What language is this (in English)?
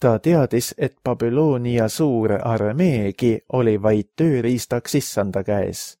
Estonian